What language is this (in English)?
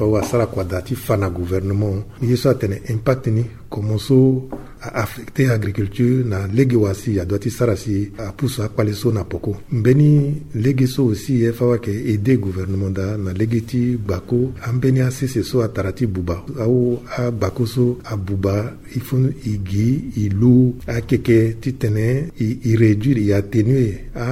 Sango